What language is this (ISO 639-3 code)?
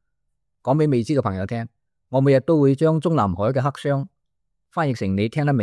yue